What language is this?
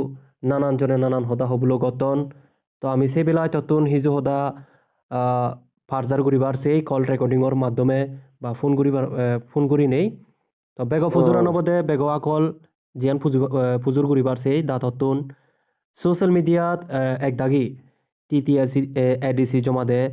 Chakma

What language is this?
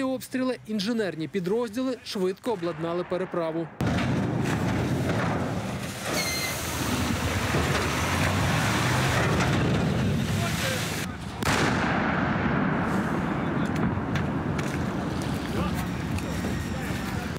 Ukrainian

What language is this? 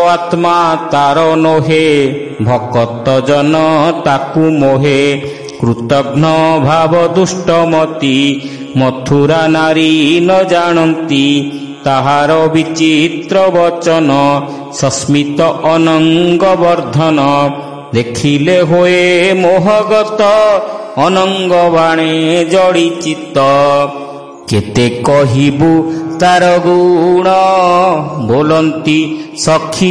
Odia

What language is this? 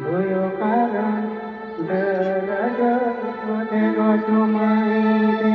Santali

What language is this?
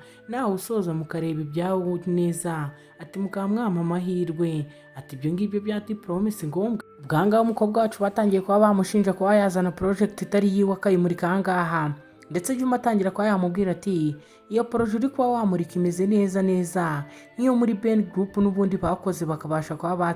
Kinyarwanda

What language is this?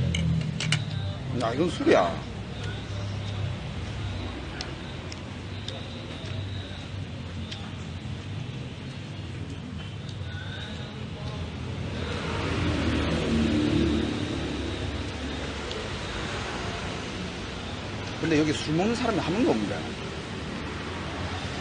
Korean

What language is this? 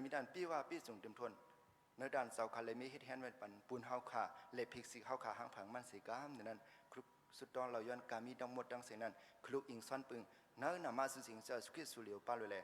Shan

